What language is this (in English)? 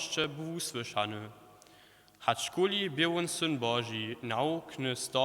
Upper Sorbian